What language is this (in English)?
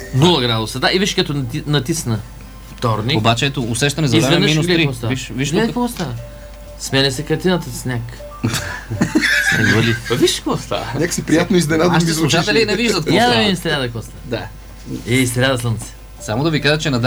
Bulgarian